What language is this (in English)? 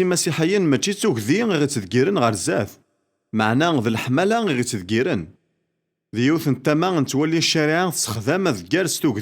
Kabyle